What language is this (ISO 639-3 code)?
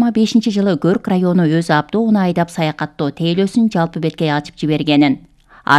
kir